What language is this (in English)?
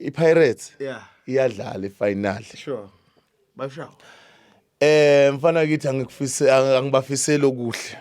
Zulu